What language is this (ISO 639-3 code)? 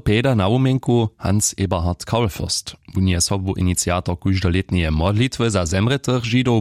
hsb